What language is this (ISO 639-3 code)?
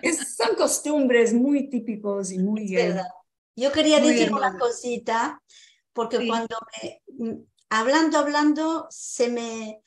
lad